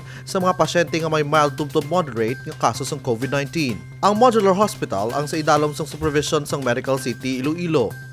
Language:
Hiligaynon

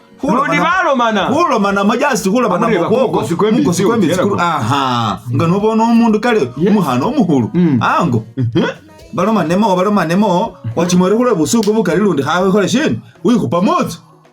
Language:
Masaaba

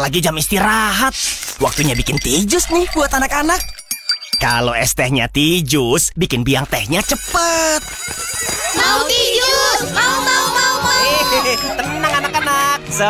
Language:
Indonesian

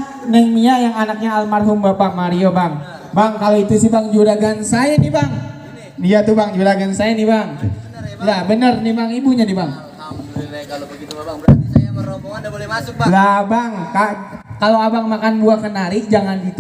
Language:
Betawi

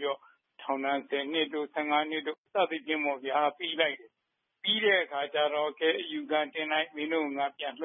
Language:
Burmese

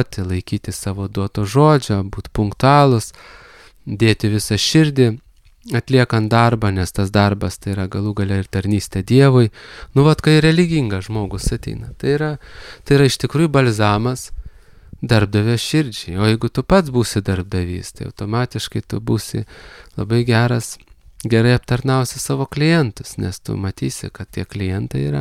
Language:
Lithuanian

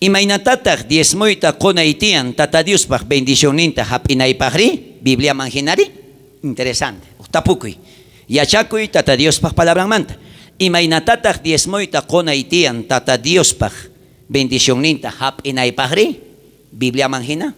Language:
South Bolivian Quechua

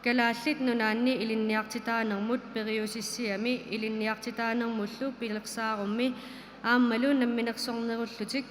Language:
Kalaallisut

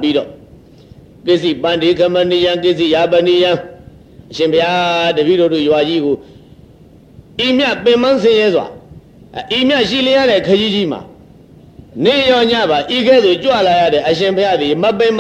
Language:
Burmese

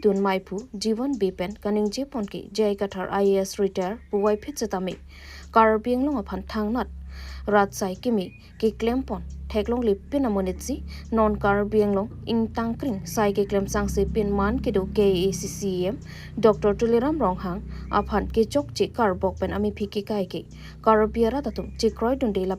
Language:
Karbi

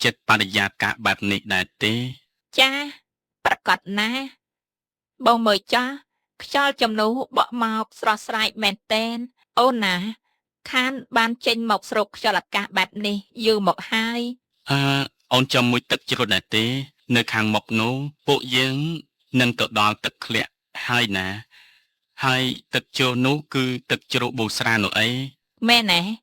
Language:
Khmer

